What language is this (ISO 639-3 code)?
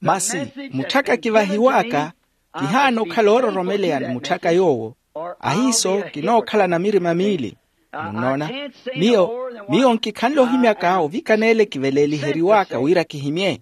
vmw